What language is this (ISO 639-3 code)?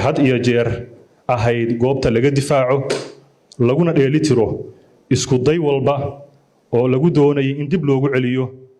som